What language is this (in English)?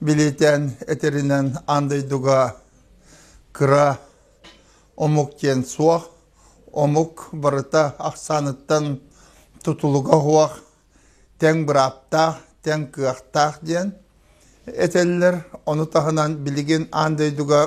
Yakut